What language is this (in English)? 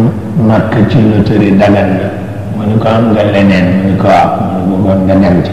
Wolof